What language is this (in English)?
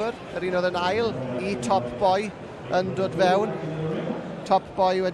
Welsh